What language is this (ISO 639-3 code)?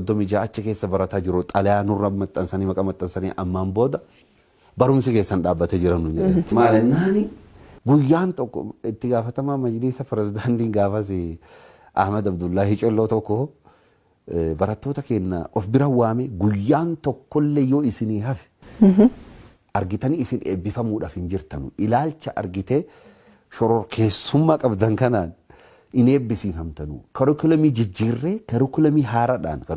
orm